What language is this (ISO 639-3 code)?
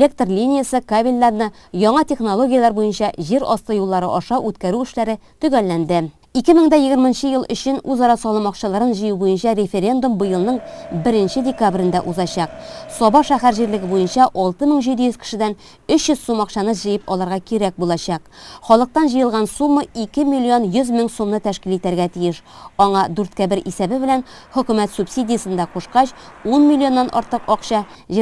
tat